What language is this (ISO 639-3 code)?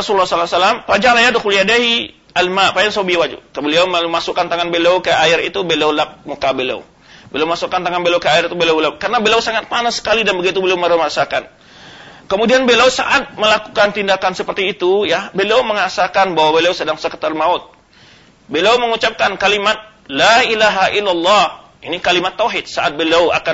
ind